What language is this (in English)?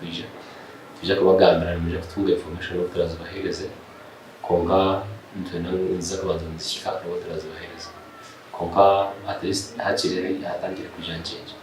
Nyankole